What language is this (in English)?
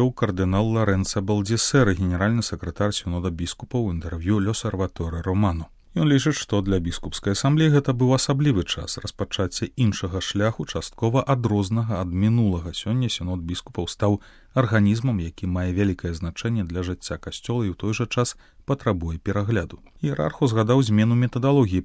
Belarusian